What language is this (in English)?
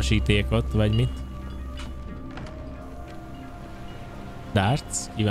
Hungarian